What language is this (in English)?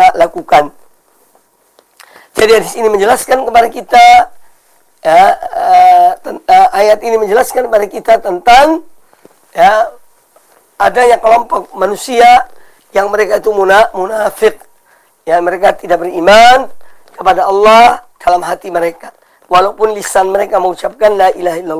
Indonesian